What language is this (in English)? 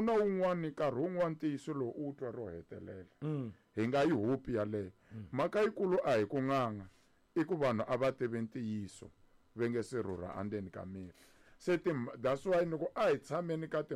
Tsonga